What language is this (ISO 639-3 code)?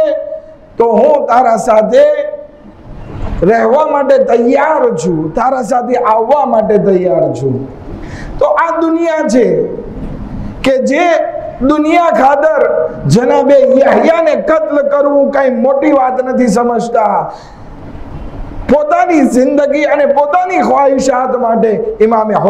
guj